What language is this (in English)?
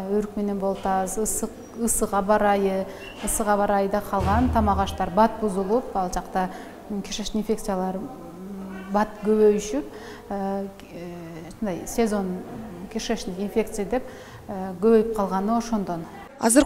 Kyrgyz